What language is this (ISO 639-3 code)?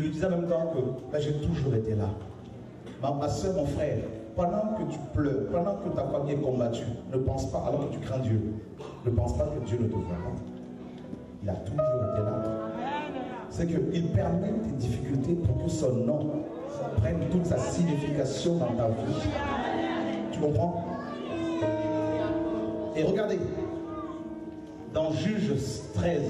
fra